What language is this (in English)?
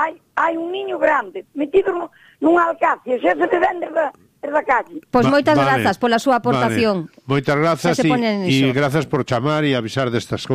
Galician